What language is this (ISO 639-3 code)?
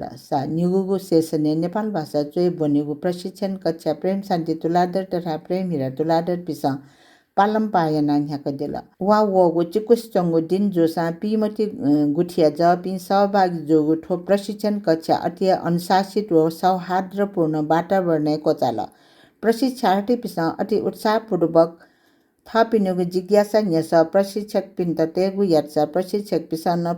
new